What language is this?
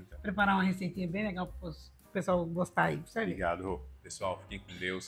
Portuguese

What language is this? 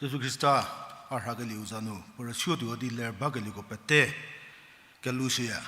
Angami Naga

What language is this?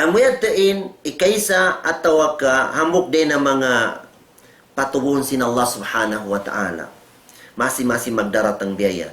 Tausug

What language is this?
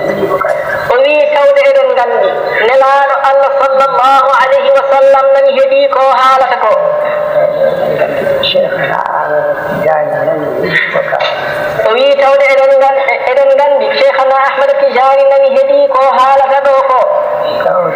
Fula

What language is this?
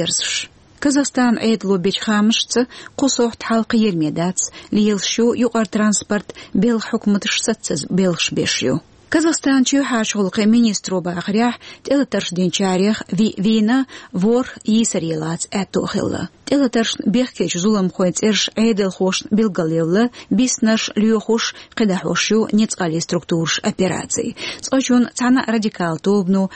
Chechen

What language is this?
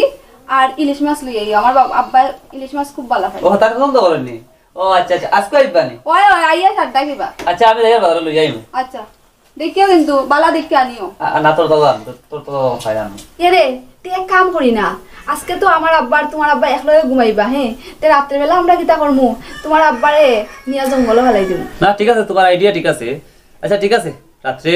Sylheti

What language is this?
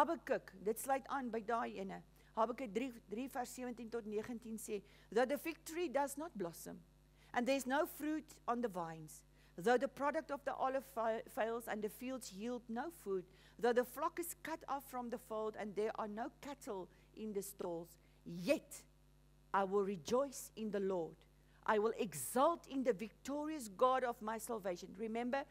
Afrikaans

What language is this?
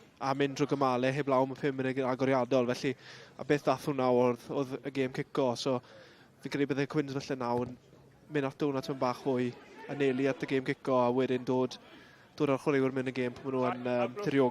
Welsh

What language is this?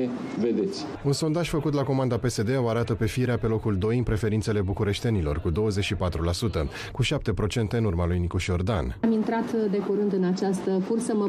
Romanian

